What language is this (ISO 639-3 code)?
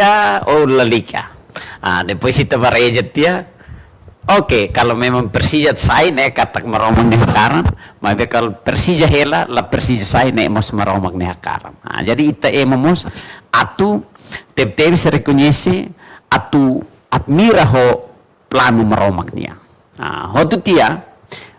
tet